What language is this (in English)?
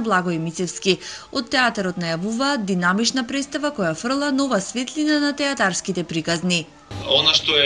Macedonian